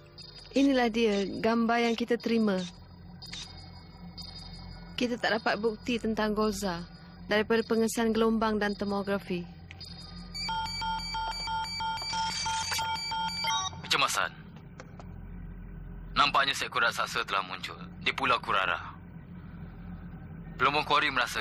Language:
Malay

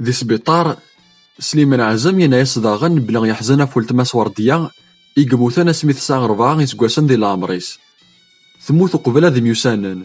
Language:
Kabyle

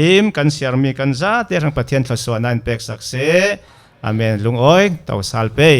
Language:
Falam Chin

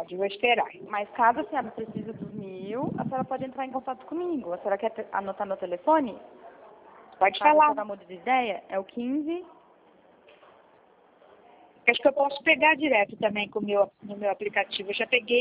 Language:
Portuguese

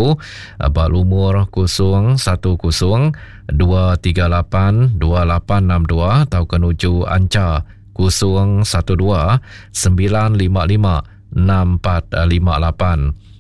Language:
Iban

